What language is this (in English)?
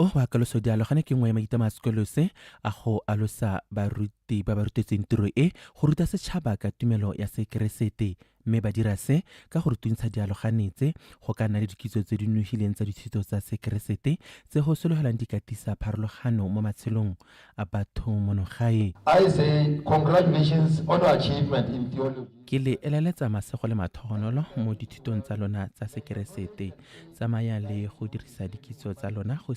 Tswana